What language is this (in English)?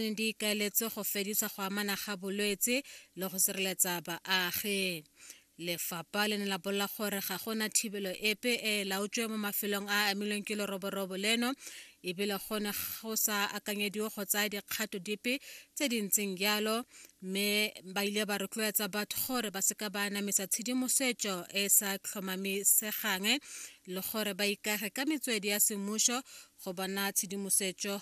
Tswana